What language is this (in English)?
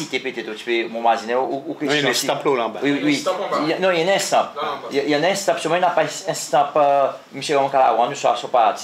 Seselwa Creole French